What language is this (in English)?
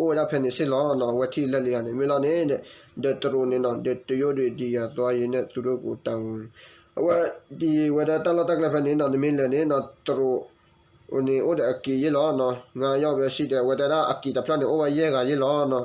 S'gaw Karen